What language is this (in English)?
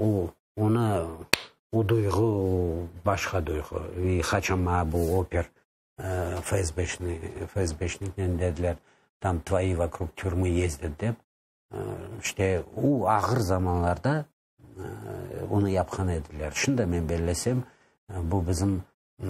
Crimean Tatar